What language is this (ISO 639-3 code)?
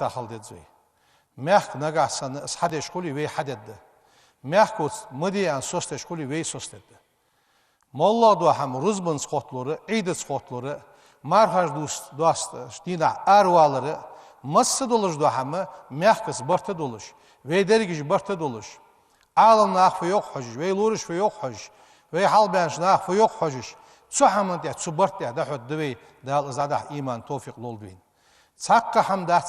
inh